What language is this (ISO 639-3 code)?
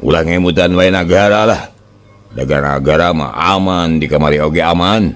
sun